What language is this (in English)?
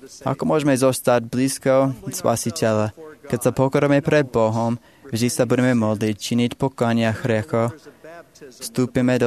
Slovak